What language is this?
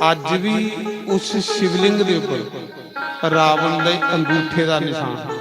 Dogri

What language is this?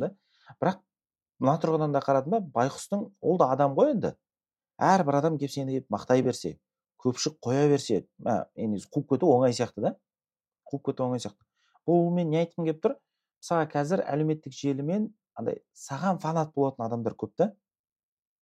Kazakh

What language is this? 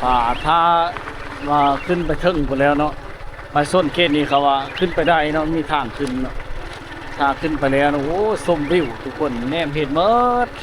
Lao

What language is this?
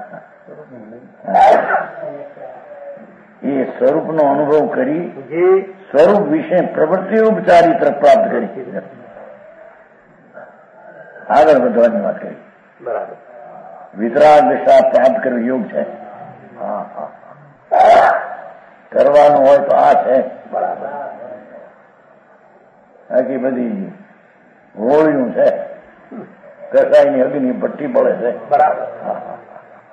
Gujarati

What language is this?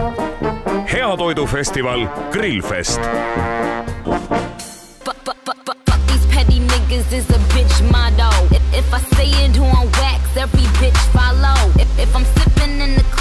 Estonian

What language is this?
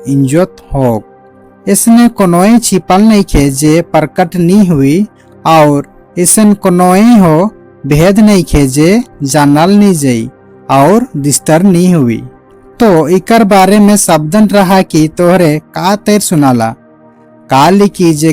Sadri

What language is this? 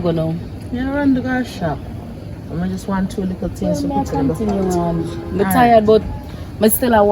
Jamaican Creole English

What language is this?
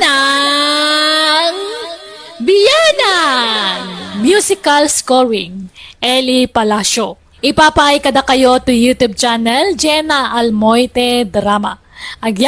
Iloko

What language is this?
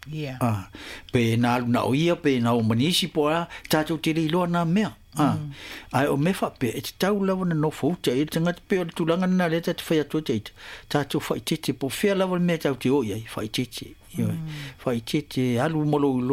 Samoan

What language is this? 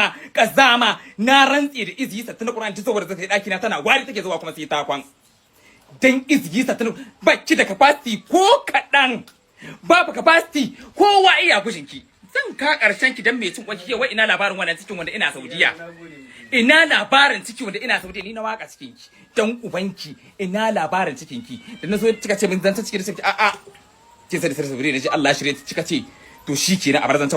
Hausa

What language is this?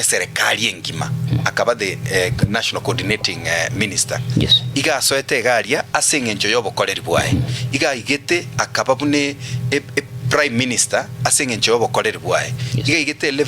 Gusii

